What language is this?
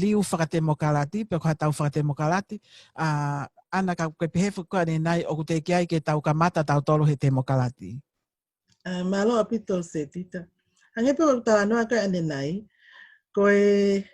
Tongan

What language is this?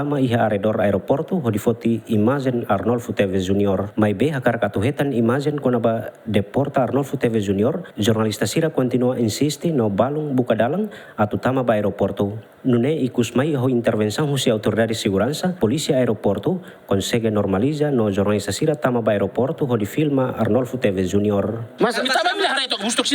Tetum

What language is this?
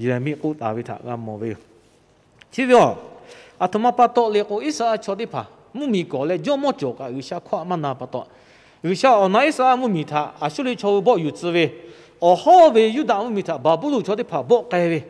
Lahu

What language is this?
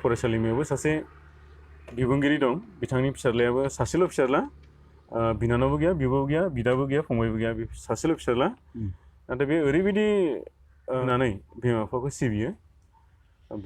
Bodo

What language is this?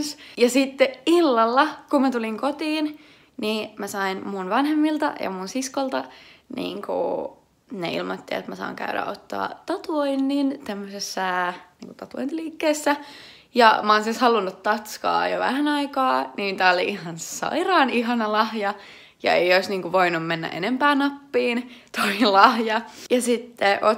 Finnish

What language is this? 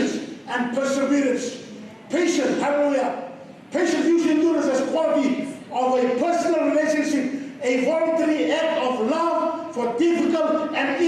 Fijian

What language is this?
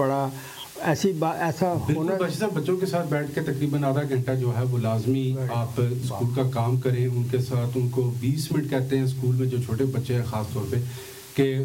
Urdu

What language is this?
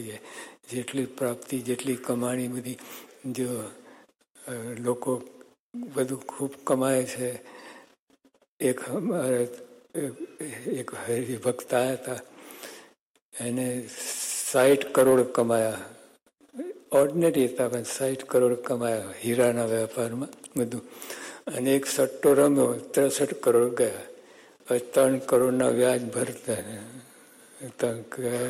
Gujarati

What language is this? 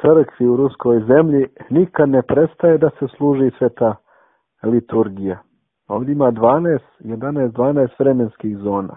Serbian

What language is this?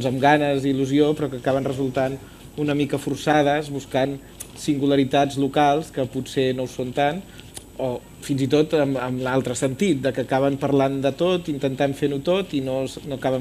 Catalan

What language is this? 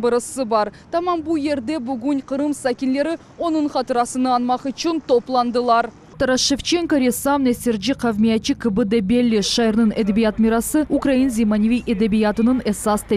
Crimean Tatar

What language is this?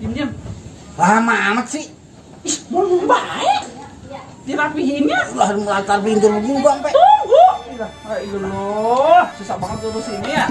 Betawi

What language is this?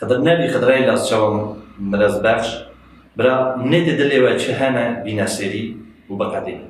Kurdish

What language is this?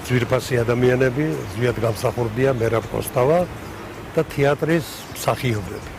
Georgian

